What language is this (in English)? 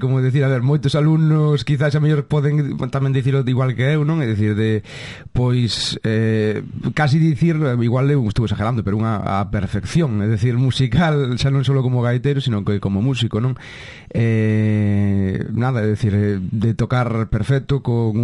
Galician